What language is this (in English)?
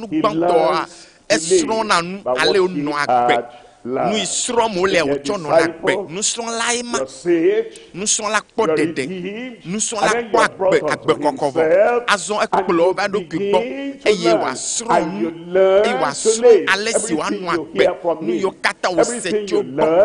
Ewe